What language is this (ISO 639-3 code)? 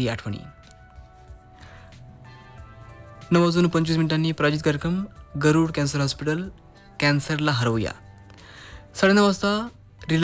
mar